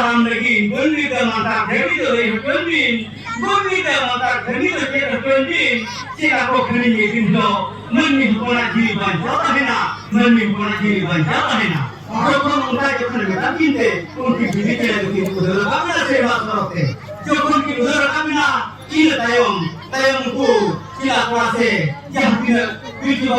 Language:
Santali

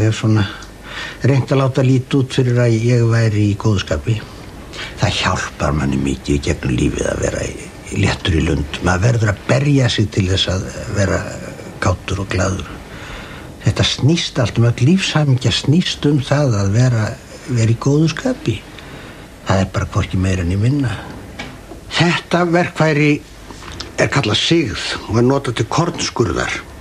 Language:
Icelandic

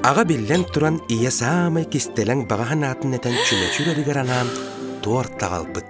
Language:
Yakut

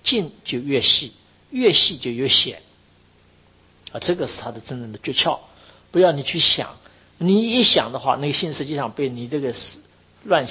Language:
Chinese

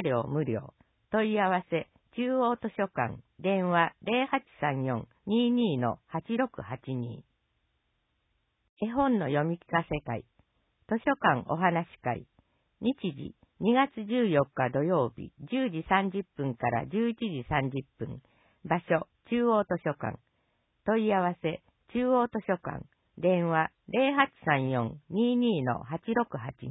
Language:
Japanese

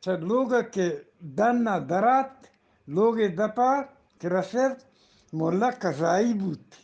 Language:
Eastern Balochi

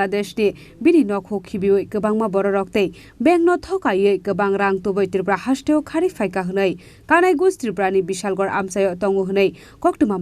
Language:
Kok Borok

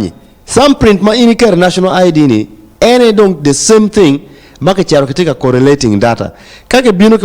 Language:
Acoli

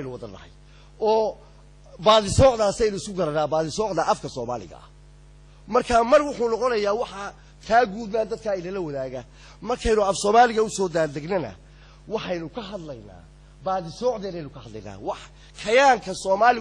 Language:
Somali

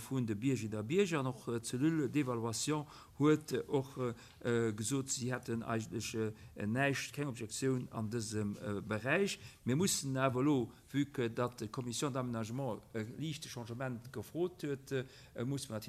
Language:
Luxembourgish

